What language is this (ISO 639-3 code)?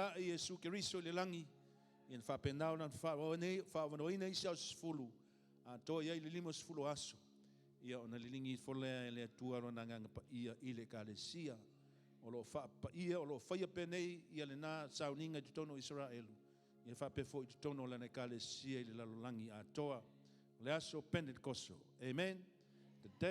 smo